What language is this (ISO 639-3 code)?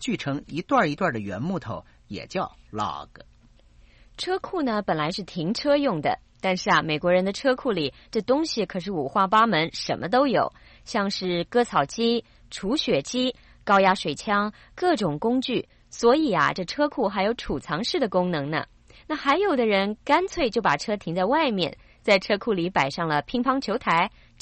zho